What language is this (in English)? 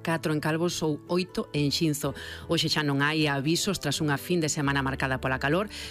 Galician